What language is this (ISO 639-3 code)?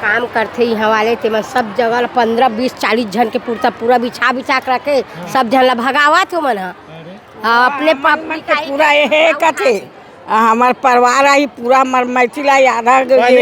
hne